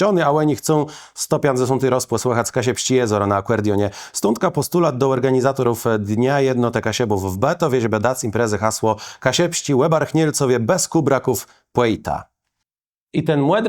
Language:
Kashubian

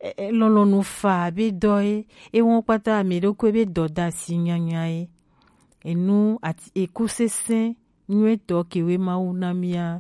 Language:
Gen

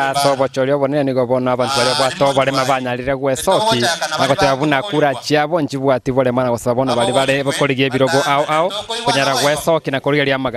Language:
Gusii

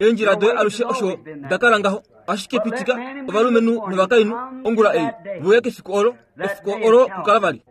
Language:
Kuanyama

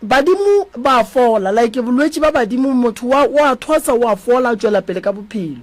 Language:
Northern Sotho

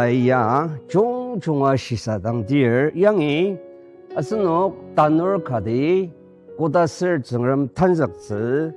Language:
Ao Naga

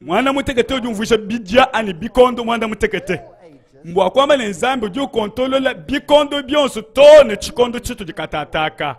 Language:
Luba-Lulua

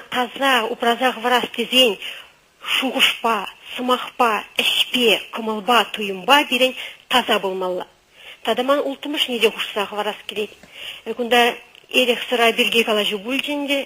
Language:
Chuvash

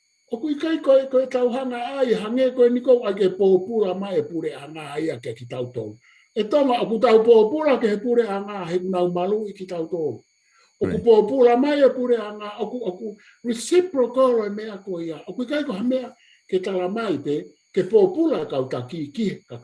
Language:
Tongan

